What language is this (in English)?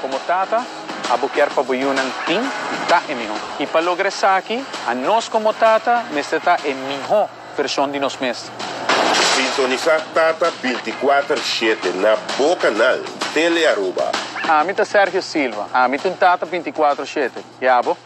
Papiamento